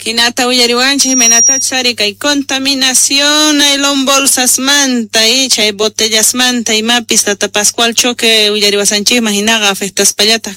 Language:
South Bolivian Quechua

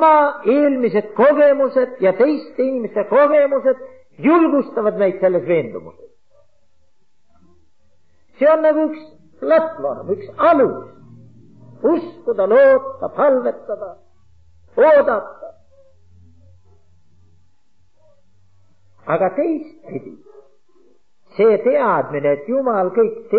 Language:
Estonian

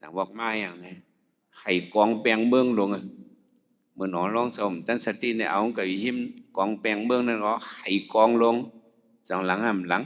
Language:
Shan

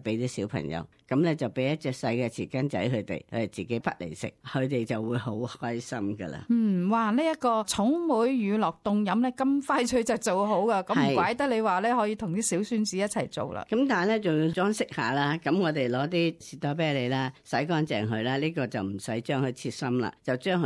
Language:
Cantonese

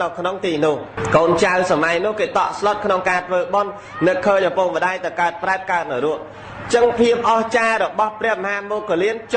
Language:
Khmer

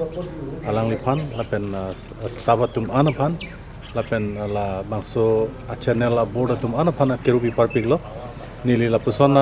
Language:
Karbi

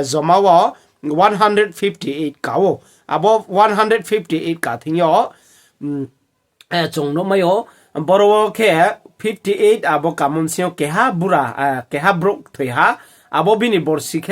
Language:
Riang (India)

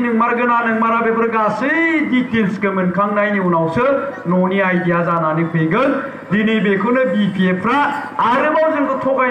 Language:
Bodo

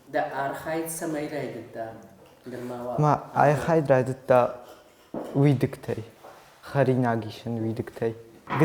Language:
Ossetic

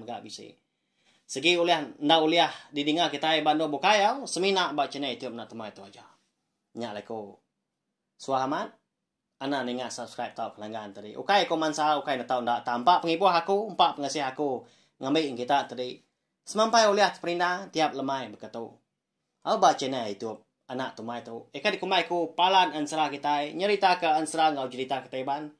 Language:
Iban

